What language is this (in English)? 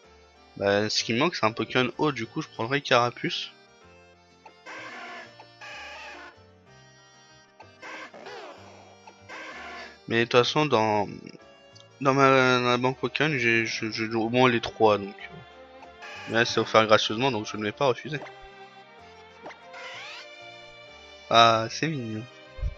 French